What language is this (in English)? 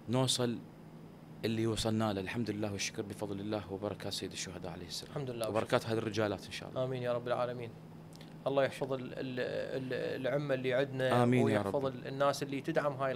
Mesopotamian Arabic